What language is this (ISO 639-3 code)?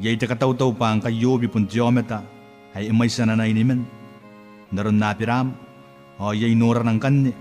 gil